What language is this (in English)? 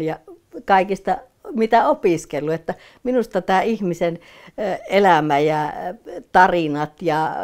Finnish